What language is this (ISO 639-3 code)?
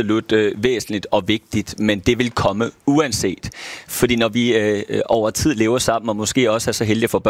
dan